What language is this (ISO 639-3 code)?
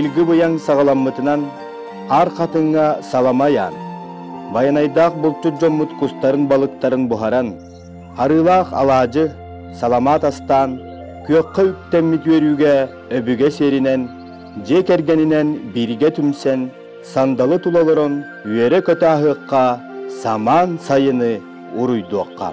sah